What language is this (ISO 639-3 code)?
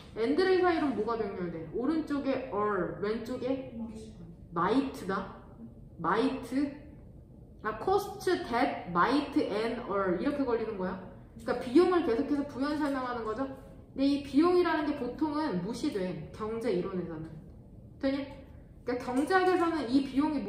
kor